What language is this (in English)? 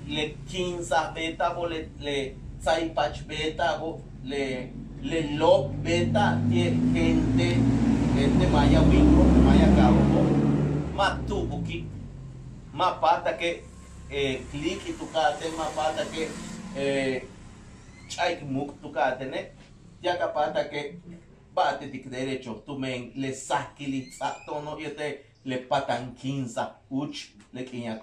Yucateco